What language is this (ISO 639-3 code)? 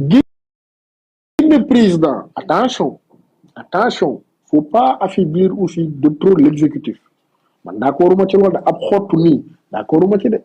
wol